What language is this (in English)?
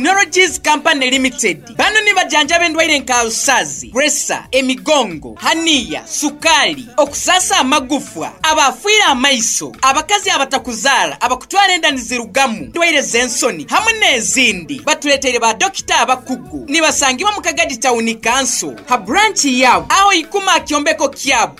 Nyoro